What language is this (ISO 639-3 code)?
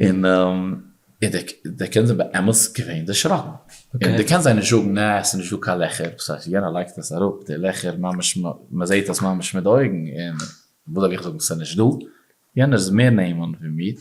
yid